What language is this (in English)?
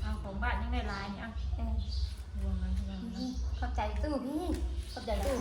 Northeastern Thai